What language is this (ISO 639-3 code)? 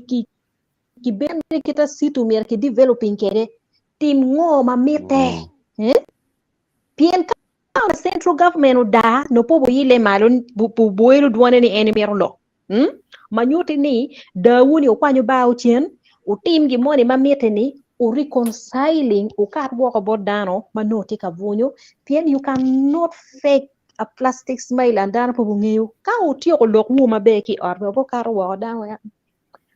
ach